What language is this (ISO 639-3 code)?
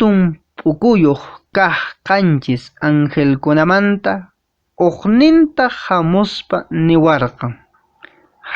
que